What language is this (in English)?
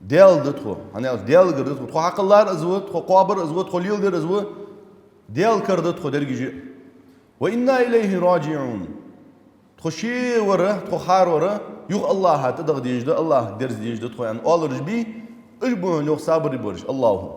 Ingush